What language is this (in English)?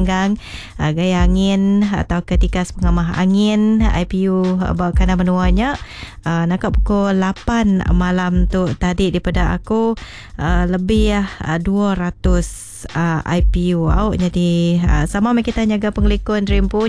Iban